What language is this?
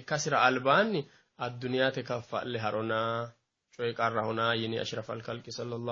Sidamo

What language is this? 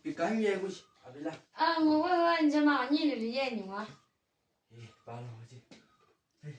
Chang Naga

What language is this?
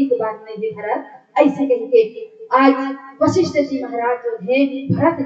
Chhattisgarhi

